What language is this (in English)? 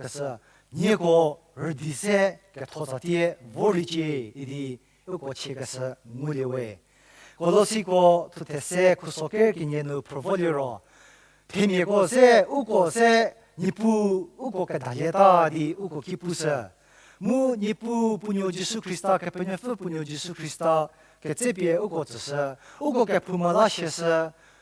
Angami Naga